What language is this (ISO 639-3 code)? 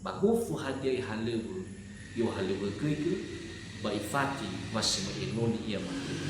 nia